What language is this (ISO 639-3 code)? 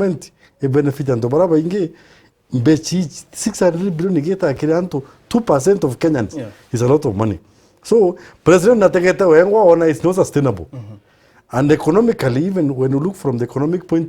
mer